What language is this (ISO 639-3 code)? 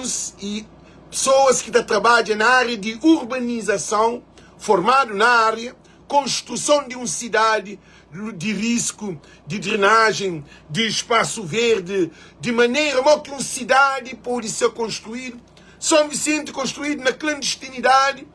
kea